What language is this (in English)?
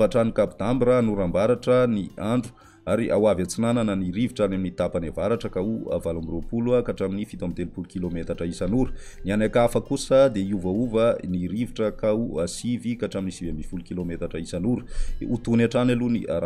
Malagasy